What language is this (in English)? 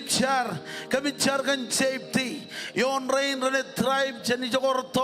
Marshallese